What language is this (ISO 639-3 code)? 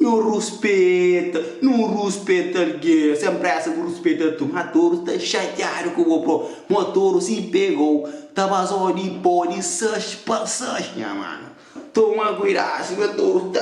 kea